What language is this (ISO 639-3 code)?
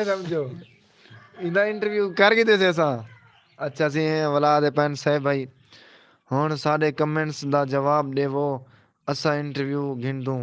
skr